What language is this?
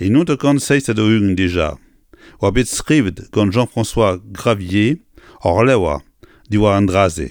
Breton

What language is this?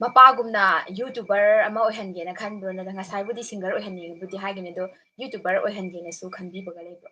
Manipuri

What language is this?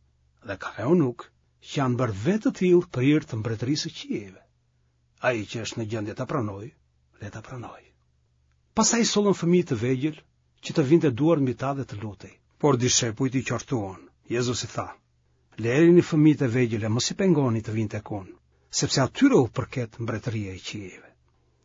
Albanian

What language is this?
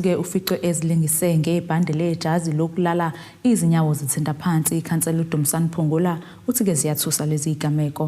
Zulu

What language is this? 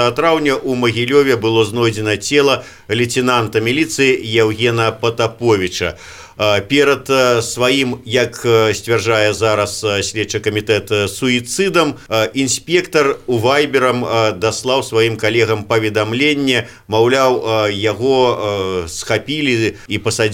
Belarusian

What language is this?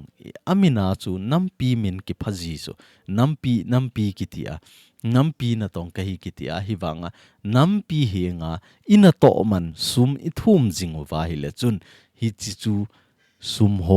Thado Chin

